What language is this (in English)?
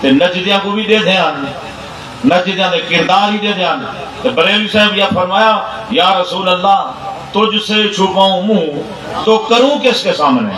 Saraiki